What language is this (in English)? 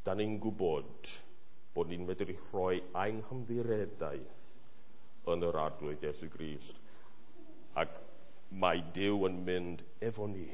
Welsh